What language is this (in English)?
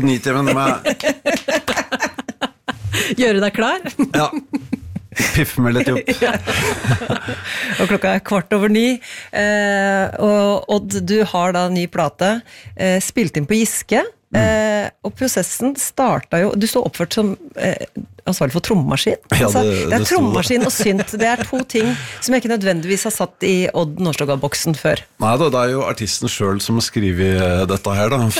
Norwegian